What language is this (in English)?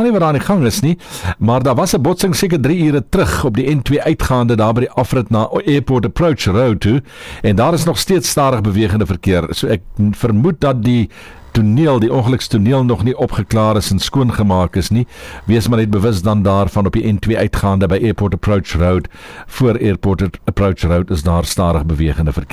Afrikaans